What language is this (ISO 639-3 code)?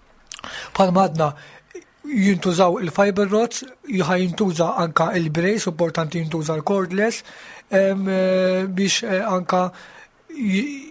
mlt